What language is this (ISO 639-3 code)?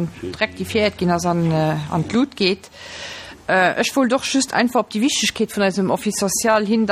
ltz